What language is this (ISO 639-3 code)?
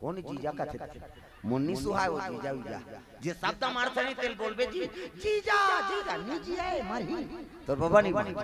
hne